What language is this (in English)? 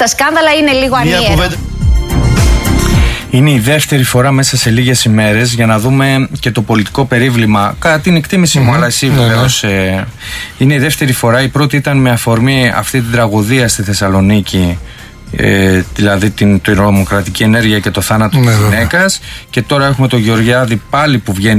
Greek